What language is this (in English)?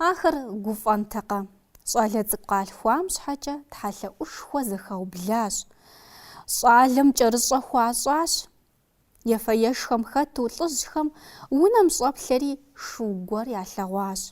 Kabardian